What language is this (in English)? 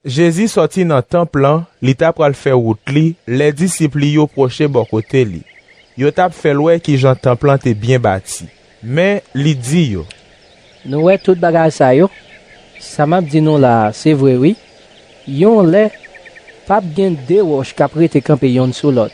Haitian Creole